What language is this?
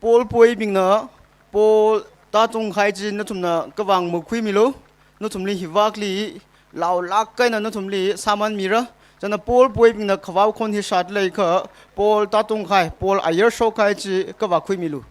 Tangkhul Naga (India)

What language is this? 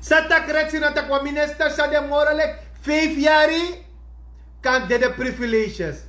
Sranan Tongo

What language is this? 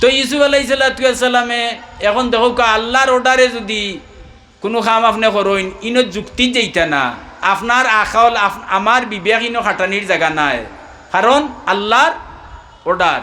Sylheti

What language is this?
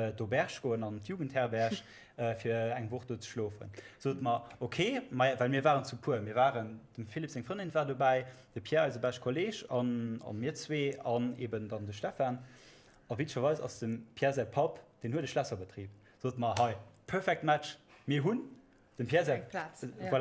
Luxembourgish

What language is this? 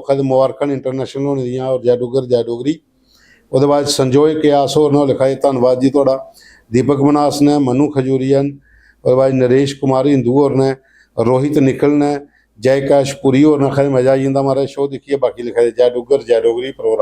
Dogri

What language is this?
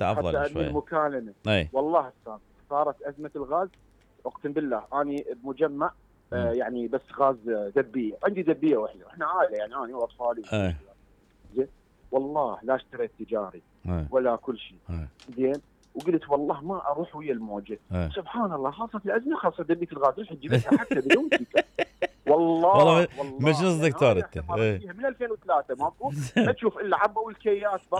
Mesopotamian Arabic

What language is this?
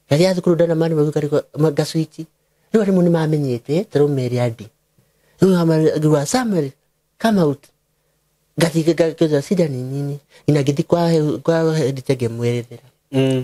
Kikuyu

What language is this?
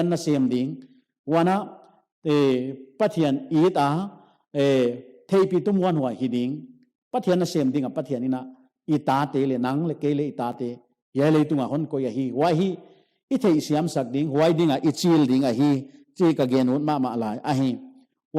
Paite Chin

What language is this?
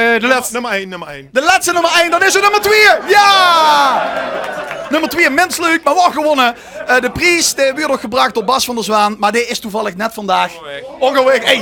Limburgish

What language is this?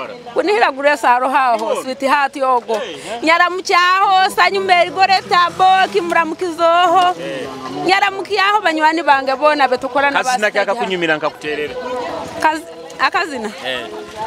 Nyoro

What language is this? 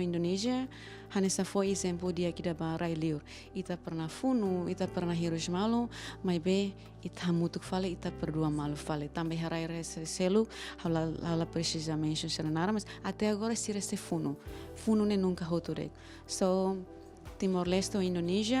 Tetum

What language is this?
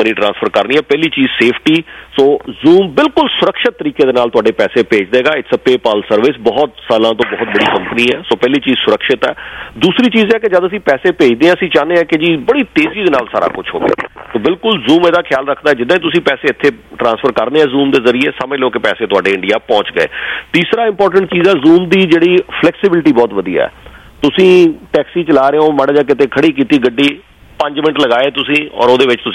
Punjabi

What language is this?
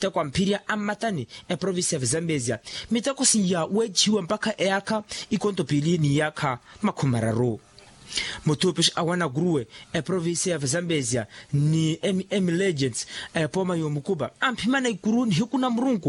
Makhuwa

